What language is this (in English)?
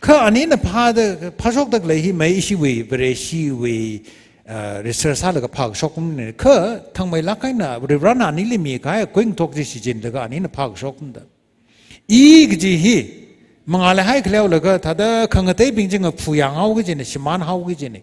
Tangkhul Naga (India)